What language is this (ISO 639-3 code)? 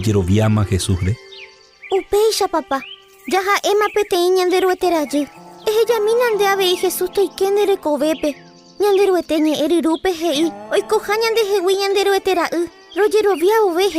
grn